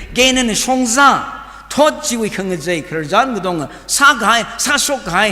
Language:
Tangkhul Naga (India)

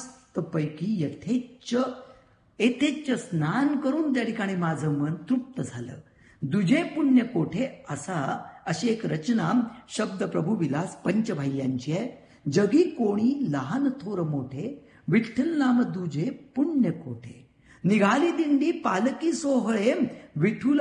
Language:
Marathi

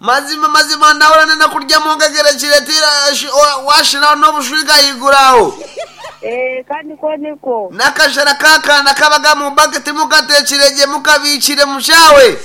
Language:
Nyankole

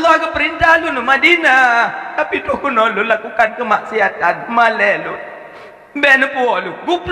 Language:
Achinese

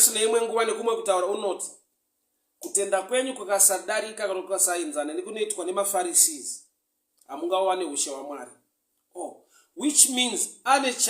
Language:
Shona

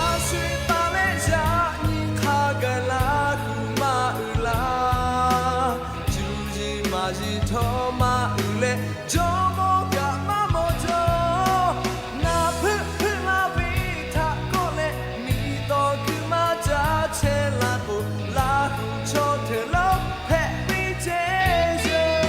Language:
Lahu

